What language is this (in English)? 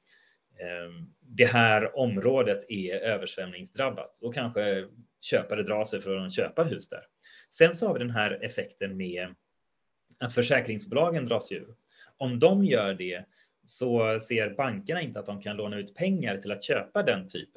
Swedish